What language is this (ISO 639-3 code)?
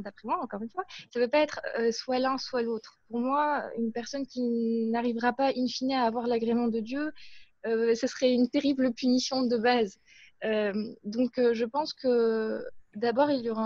fra